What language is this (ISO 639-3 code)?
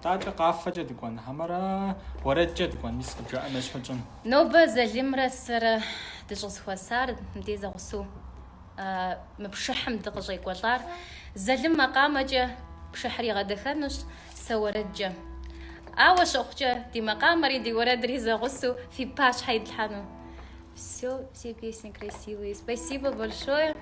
kbd